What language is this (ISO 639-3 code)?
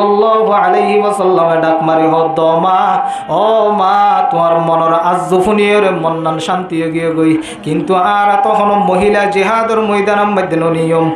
rhg